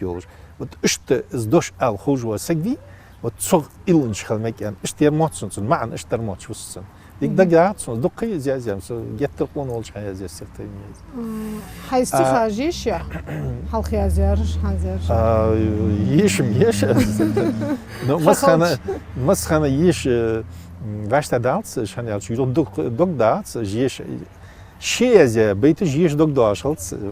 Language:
Ingush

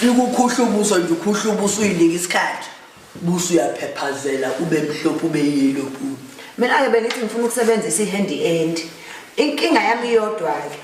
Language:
Zulu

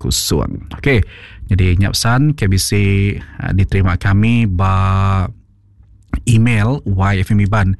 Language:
Iban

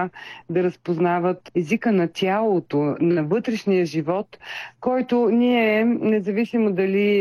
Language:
Bulgarian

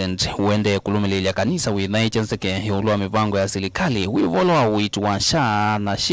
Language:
Kamba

